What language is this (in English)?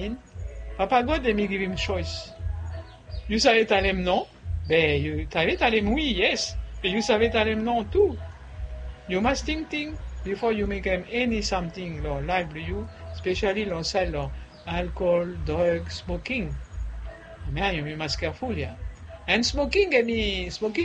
Bislama